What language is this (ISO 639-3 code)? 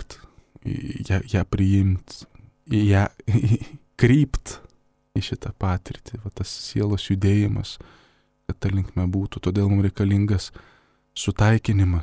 lit